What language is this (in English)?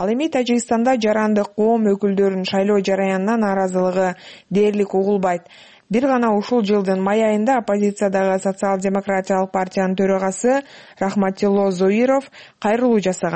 Kyrgyz